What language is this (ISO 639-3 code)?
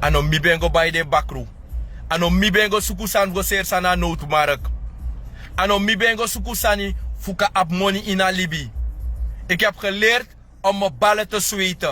srn